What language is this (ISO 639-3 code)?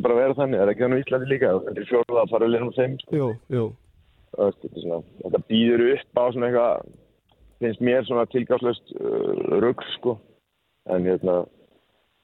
isl